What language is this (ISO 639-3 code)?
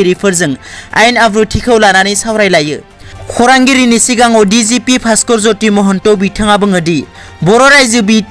brx